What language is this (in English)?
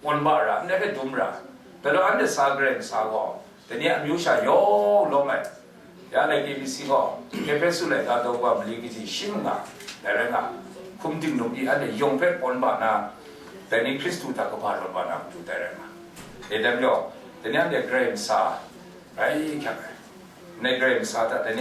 Kachin